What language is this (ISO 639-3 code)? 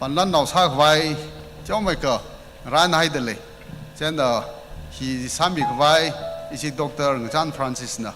nmf